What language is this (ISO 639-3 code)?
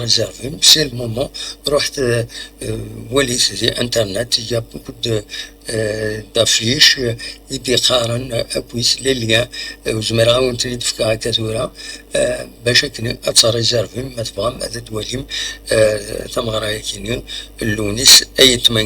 kab